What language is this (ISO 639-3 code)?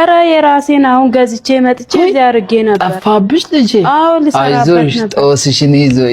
amh